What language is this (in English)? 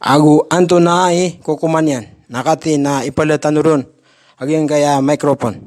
Maranao